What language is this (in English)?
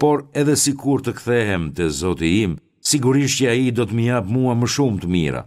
Albanian